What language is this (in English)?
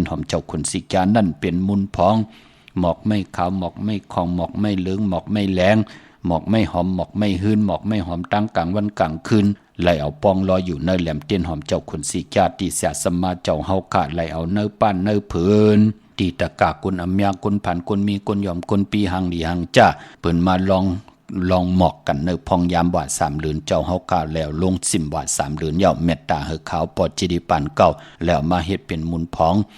Shan